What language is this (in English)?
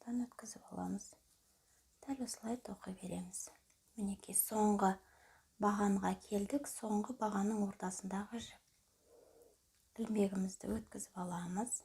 Kazakh